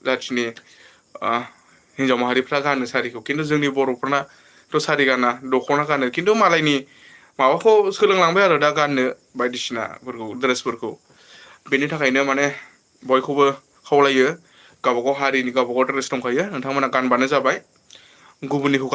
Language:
Bodo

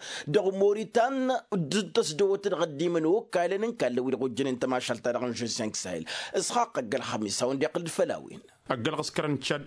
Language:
Tamasheq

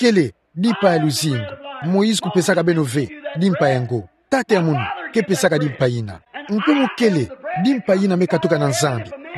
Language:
Kituba (Democratic Republic of Congo)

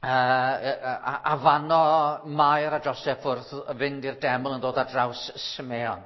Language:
Welsh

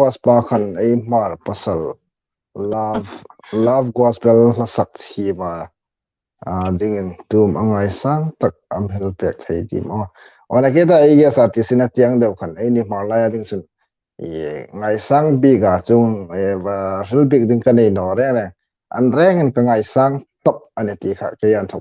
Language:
Hmar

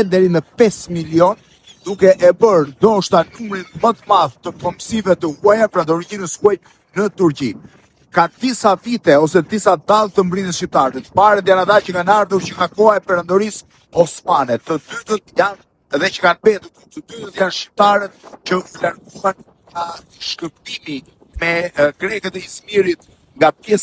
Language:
Albanian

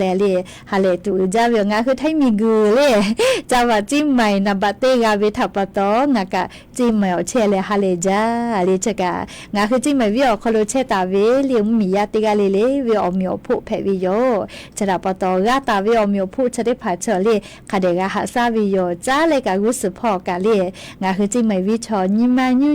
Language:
Lahu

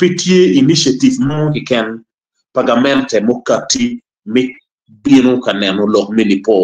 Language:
Acoli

